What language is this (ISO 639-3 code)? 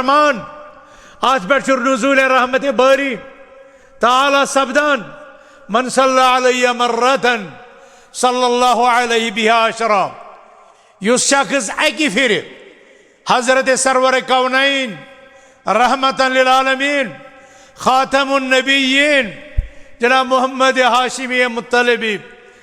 kas